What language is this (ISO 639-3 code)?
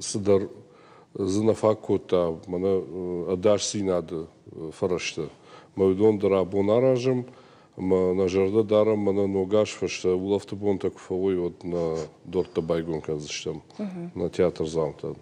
oss